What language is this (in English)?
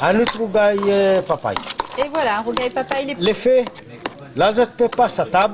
Réunion Creole French